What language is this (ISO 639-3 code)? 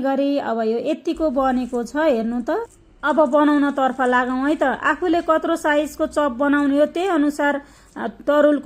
nep